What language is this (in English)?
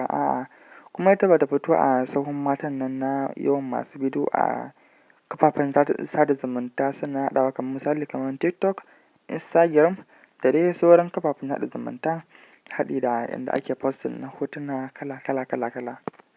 Hausa